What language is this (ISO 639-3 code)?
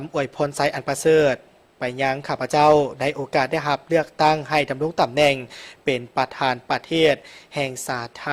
lao